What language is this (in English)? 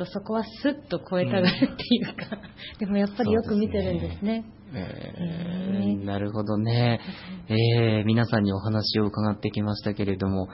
Japanese